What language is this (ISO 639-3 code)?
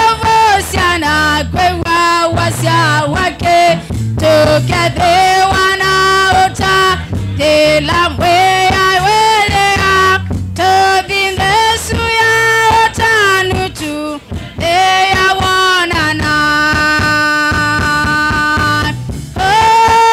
kam